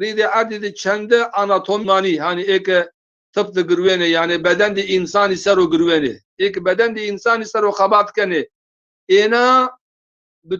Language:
Zaza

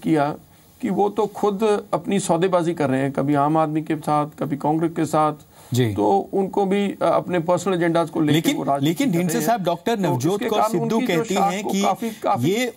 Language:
Hindi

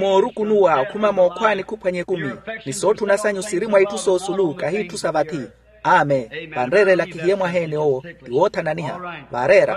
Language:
Makhuwa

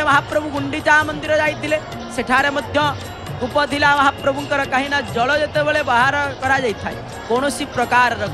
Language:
Odia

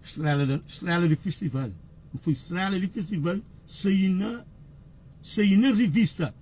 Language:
Kabuverdianu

